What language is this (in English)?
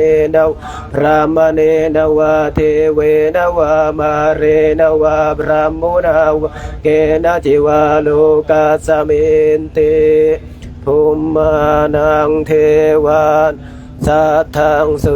Pali